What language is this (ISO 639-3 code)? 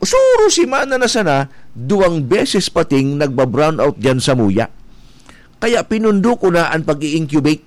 bik